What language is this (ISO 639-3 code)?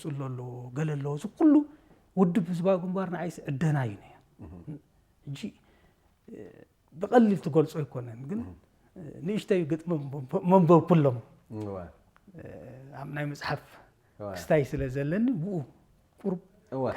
tir